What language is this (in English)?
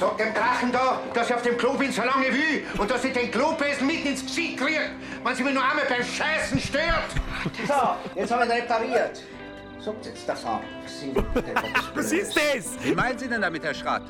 Bavarian